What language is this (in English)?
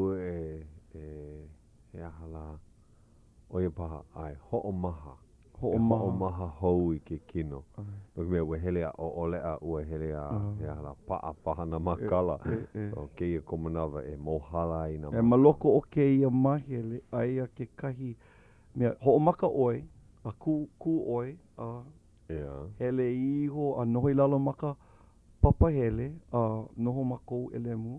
Hawaiian